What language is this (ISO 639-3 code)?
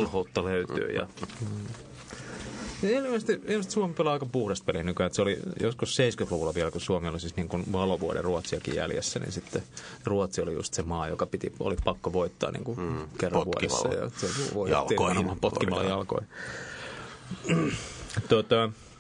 fin